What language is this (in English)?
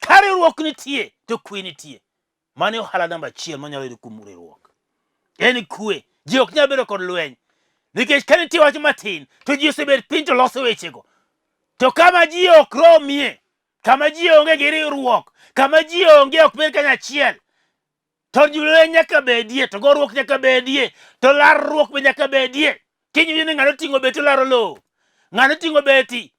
Luo (Kenya and Tanzania)